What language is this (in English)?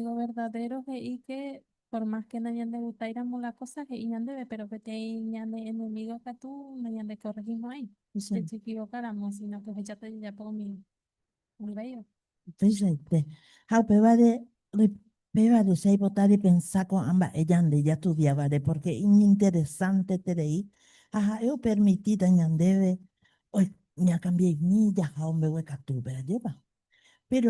Guarani